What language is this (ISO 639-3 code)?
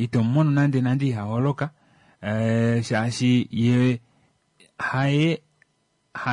kua